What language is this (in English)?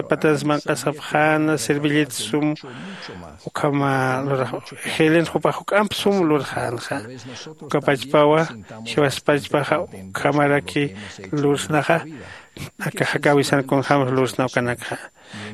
Aymara